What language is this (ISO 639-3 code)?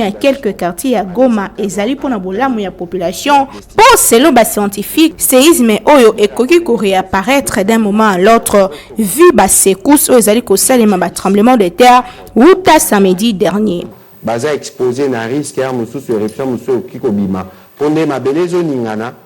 lin